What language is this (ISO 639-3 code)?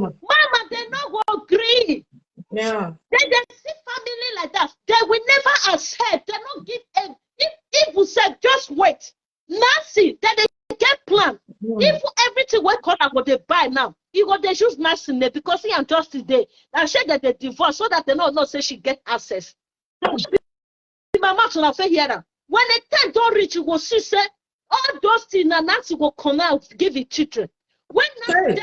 pcm